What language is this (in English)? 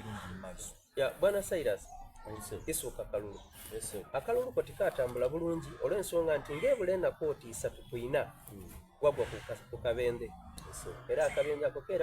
Soga